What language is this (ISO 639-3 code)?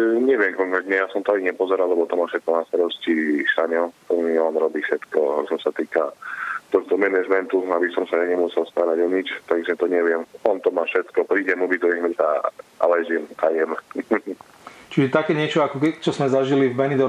slk